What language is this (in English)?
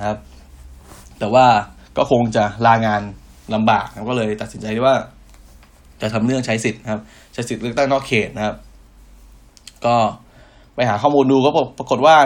Thai